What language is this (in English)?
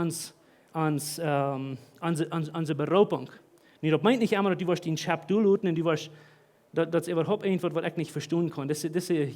Plautdietsch